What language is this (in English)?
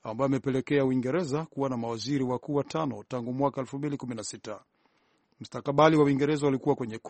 Swahili